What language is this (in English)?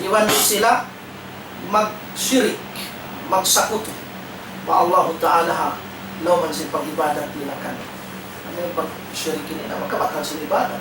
Tausug